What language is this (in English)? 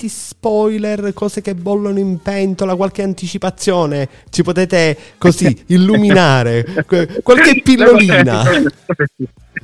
Italian